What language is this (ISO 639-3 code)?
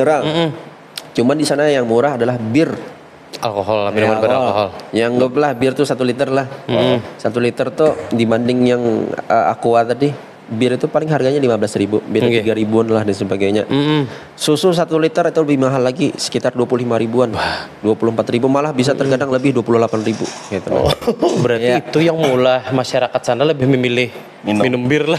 bjn